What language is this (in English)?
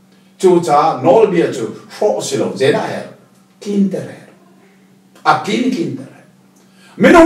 Hakha Chin